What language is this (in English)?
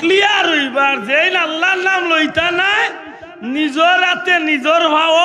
Sylheti